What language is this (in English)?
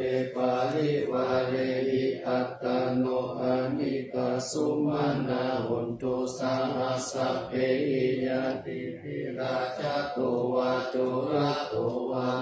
Pali